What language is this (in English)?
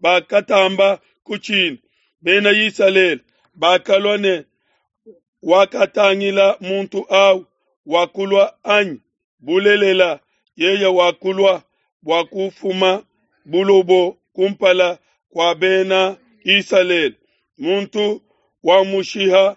Luba-Lulua